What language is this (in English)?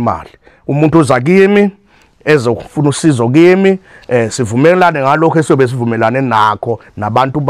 Zulu